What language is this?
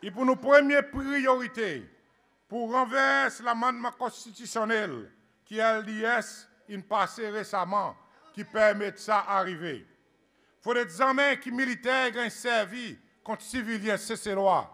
Seselwa Creole French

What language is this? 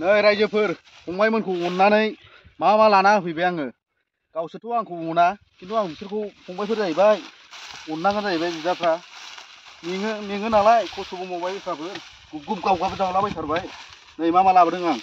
Bodo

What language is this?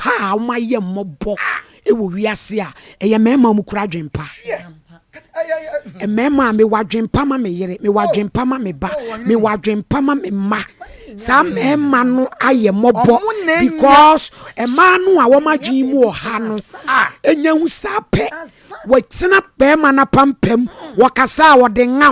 Akan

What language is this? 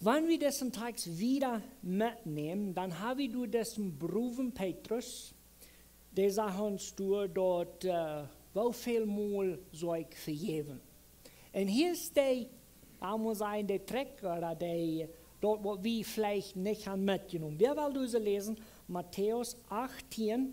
Plautdietsch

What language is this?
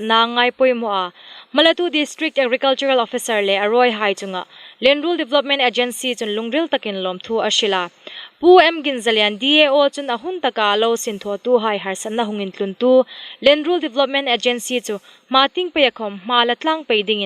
Hmar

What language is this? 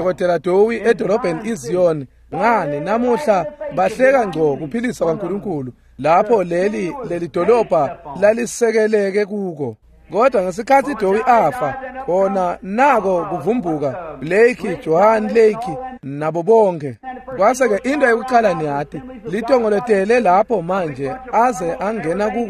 Swati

